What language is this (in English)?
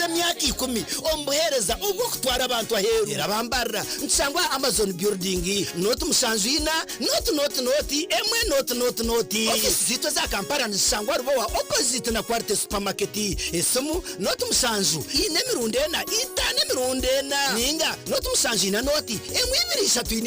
Nyankole